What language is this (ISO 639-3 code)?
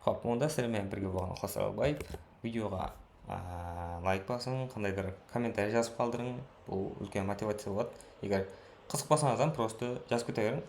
kaa